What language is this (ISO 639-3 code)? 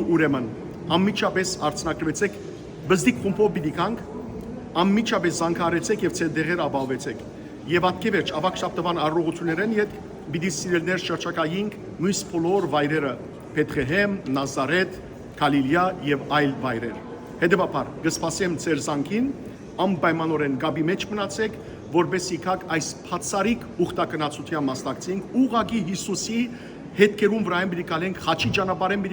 hyw